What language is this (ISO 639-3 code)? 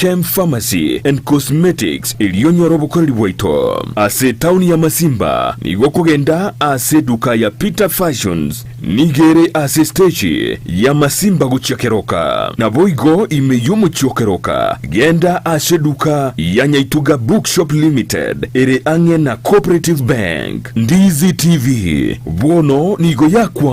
guz